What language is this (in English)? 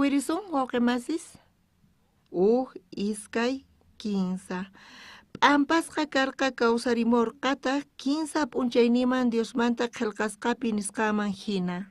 South Bolivian Quechua